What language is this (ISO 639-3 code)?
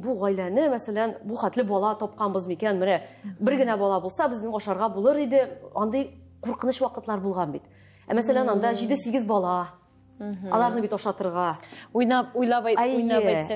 tat